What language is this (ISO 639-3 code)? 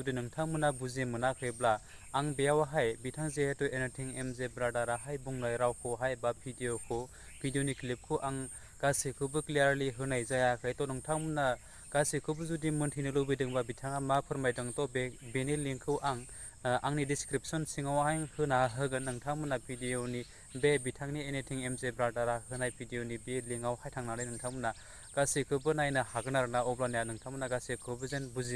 brx